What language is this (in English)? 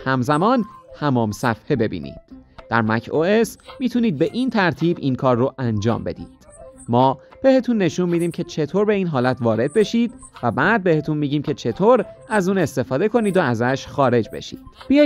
Persian